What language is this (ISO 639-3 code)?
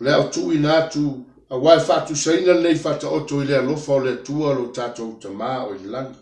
smo